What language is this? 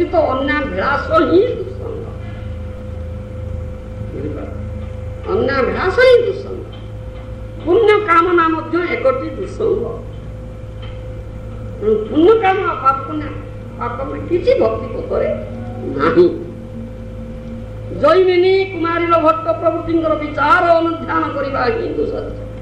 Odia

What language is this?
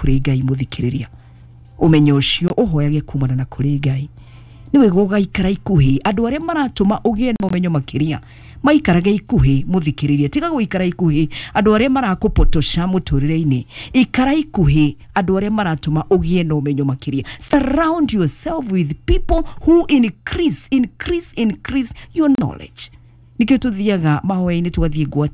Kikuyu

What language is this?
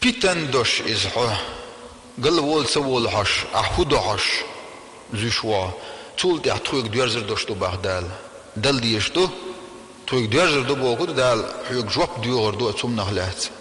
Chechen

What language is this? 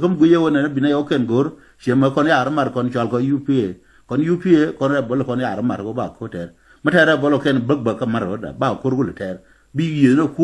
Nuer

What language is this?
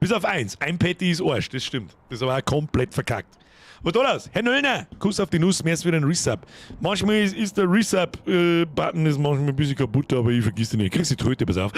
Bavarian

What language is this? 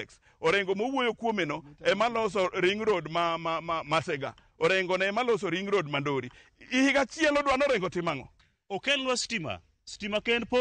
Luo (Kenya and Tanzania)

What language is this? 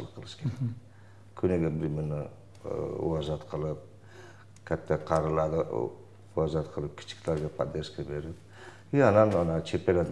Kyrgyz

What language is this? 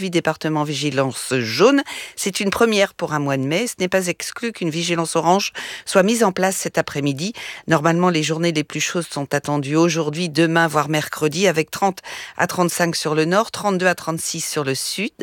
French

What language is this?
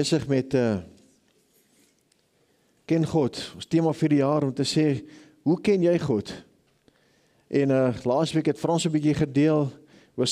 Afrikaans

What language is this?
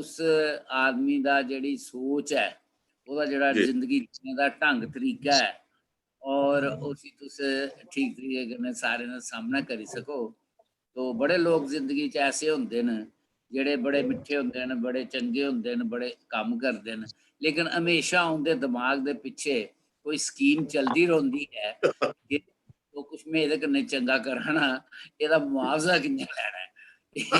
Dogri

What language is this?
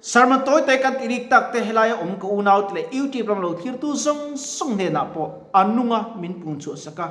Mizo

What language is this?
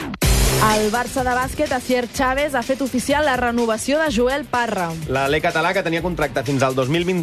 Catalan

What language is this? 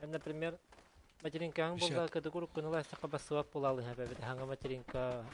Yakut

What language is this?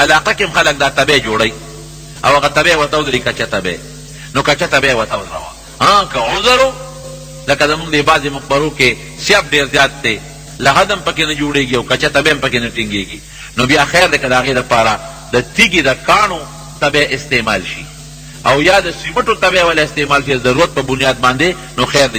Pashto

